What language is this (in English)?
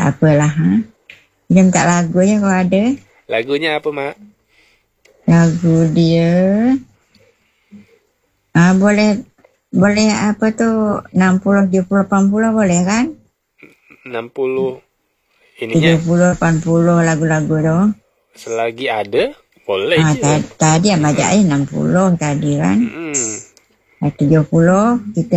Malay